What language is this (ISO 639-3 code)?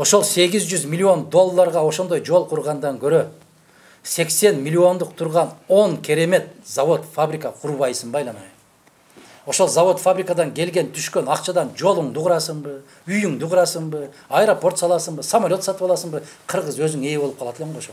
kir